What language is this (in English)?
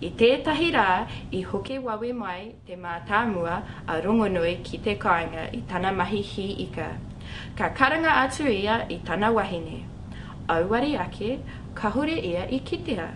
Māori